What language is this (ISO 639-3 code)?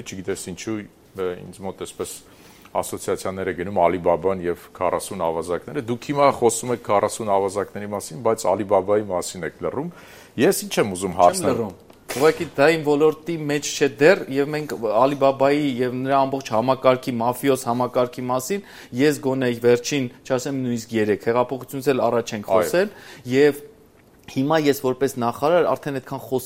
hye